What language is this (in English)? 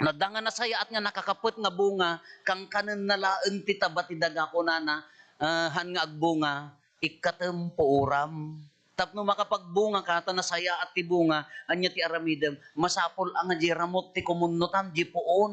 Iloko